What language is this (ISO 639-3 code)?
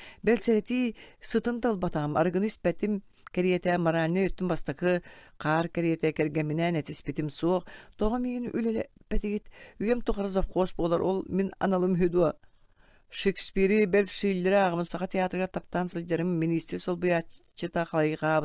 sah